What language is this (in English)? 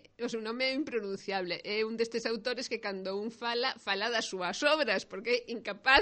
Galician